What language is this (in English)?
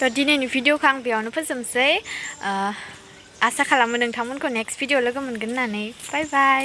Bodo